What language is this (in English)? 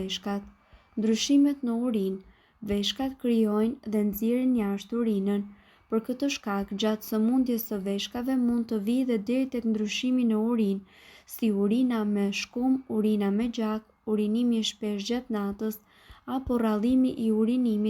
Albanian